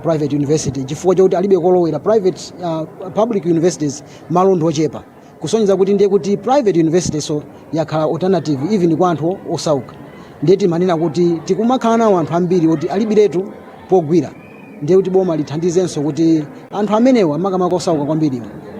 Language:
Nyanja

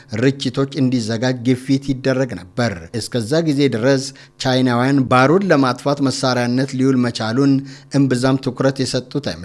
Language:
Amharic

